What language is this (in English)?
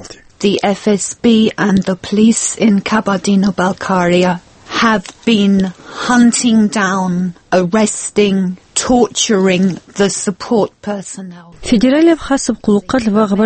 Avaric